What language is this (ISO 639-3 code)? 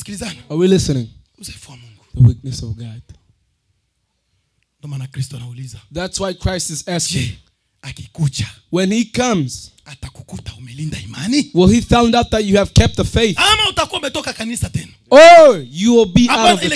swa